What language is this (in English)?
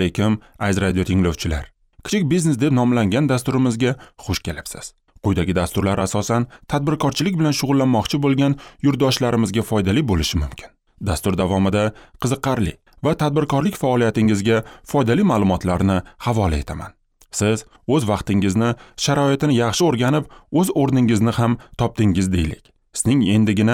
Uzbek